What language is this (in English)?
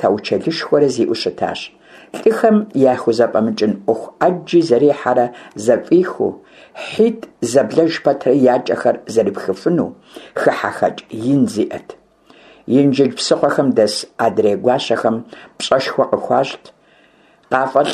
Kabardian